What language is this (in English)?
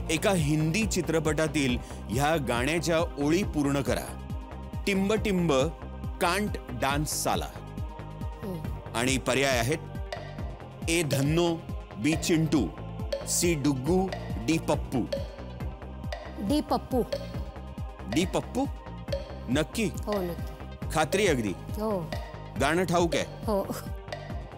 Marathi